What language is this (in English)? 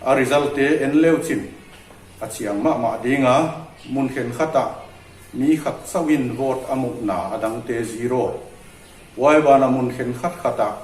Paite Chin